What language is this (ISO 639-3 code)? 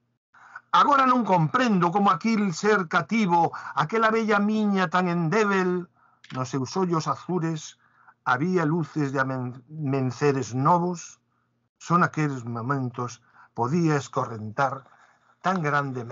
glg